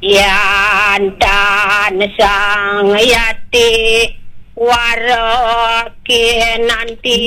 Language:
Balinese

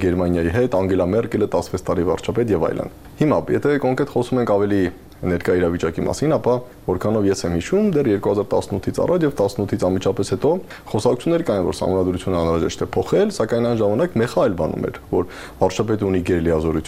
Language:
Armenian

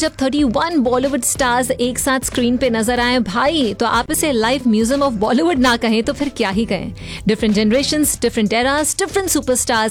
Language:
Hindi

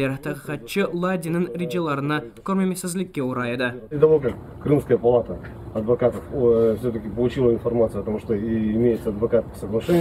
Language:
Crimean Tatar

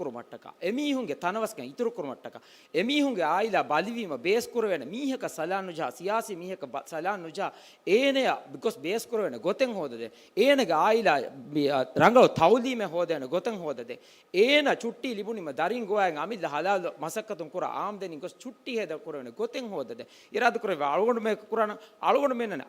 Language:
Divehi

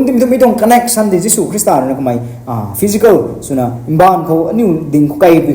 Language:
Rongmei Naga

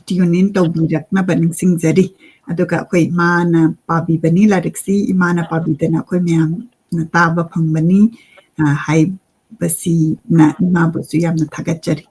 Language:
Manipuri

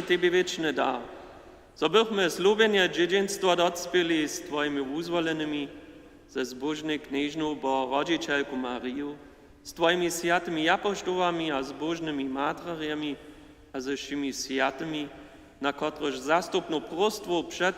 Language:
Upper Sorbian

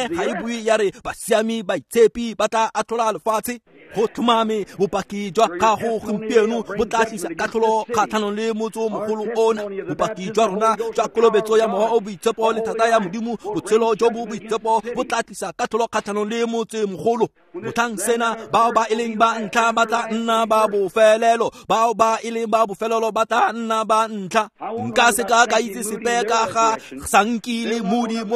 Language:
Tswana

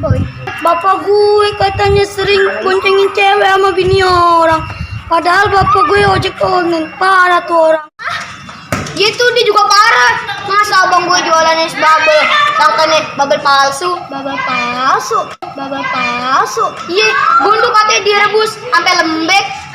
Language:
Betawi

